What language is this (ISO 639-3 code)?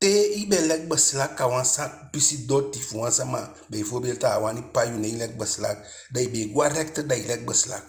djk